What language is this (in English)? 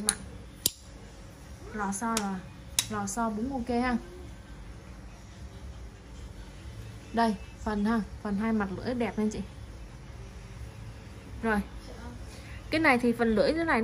Vietnamese